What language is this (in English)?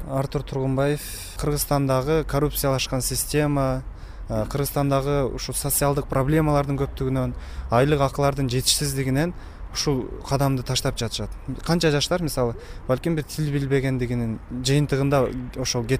Kyrgyz